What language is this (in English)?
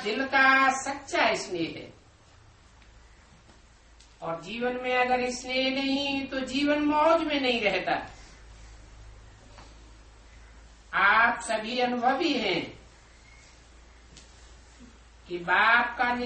Hindi